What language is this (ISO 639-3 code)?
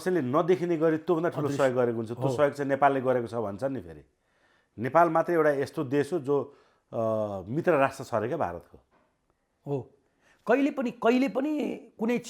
nep